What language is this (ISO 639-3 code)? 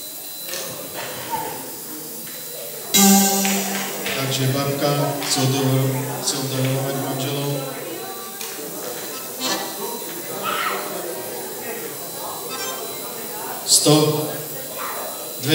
slk